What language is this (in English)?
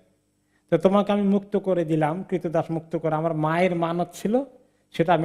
Bangla